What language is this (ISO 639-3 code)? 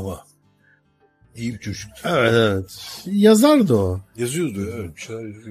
tur